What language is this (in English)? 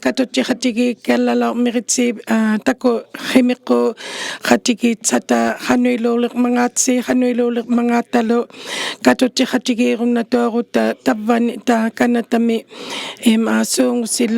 Inuktitut